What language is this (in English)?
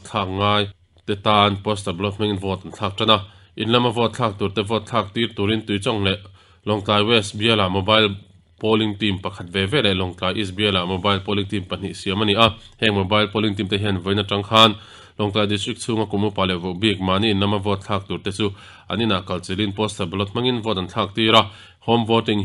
Mizo